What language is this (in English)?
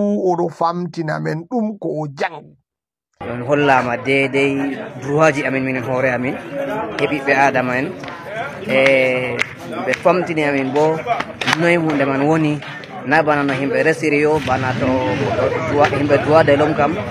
Fula